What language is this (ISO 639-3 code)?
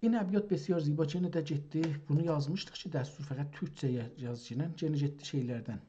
azb